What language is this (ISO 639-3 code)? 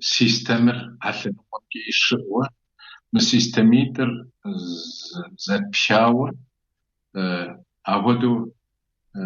kbd